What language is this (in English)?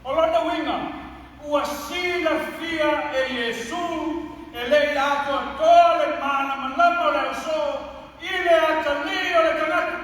Samoan